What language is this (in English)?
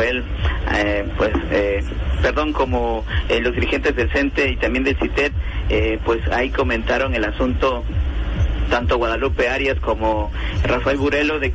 Spanish